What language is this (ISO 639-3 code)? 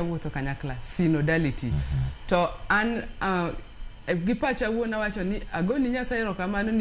luo